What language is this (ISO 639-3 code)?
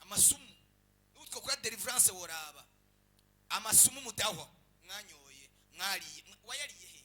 run